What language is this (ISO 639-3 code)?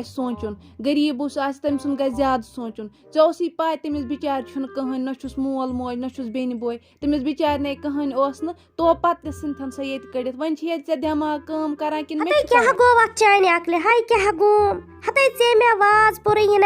kas